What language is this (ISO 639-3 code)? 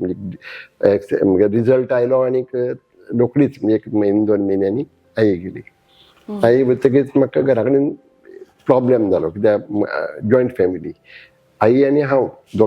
kok